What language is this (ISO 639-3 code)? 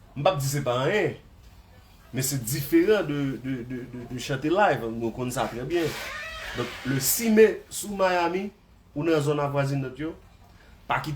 hat